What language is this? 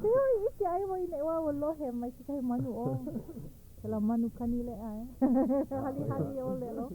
Hawaiian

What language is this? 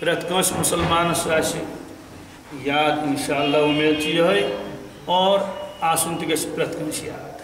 Kashmiri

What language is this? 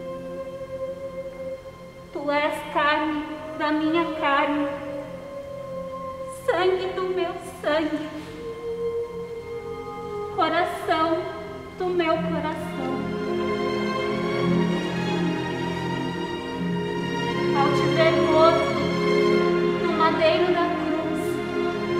Portuguese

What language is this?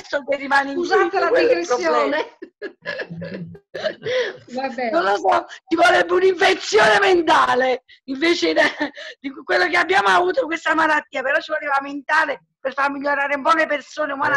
Italian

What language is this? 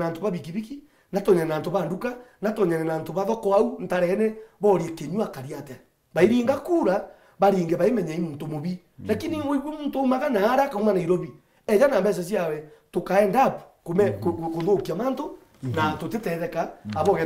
Meru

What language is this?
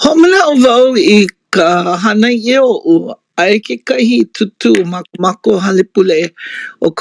Hawaiian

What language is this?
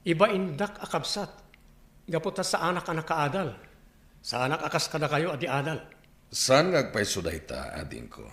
Iloko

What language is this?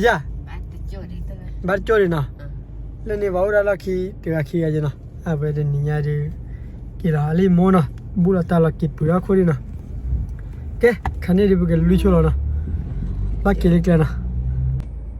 S'gaw Karen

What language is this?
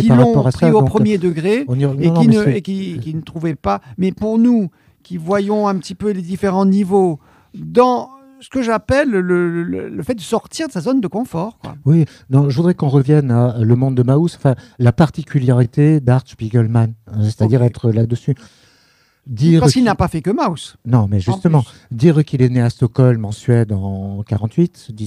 French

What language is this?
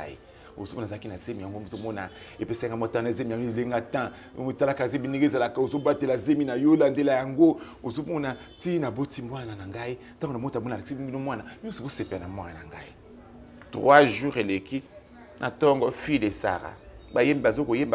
Lingala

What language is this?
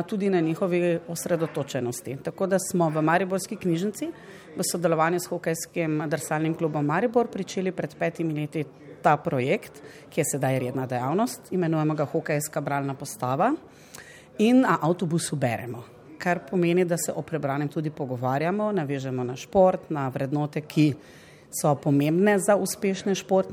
Slovenian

